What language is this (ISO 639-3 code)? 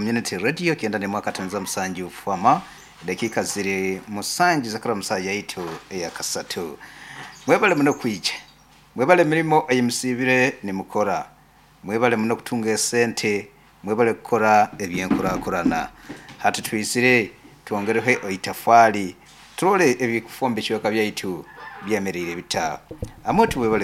nyo